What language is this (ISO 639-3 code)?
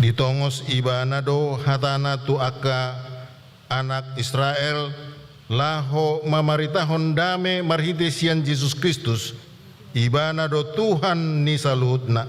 bbc